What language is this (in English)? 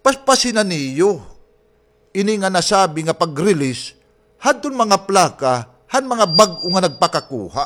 Waray